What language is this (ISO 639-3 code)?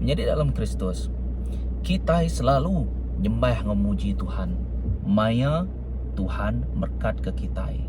iba